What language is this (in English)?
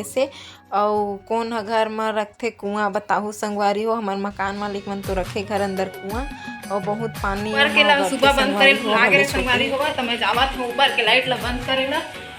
Chhattisgarhi